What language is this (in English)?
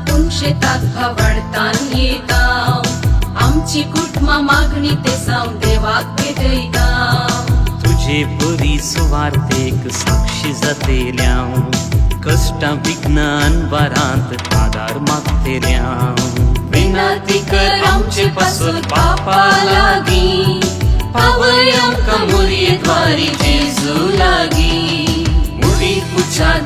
Konkani